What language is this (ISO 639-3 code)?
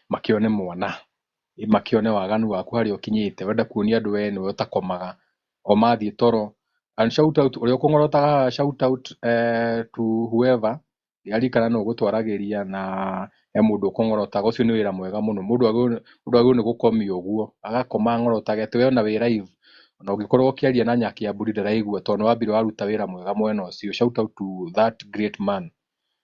kik